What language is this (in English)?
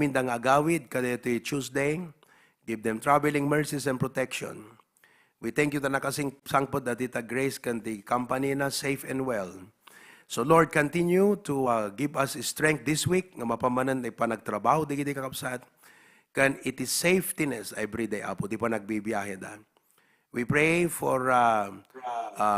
Iloko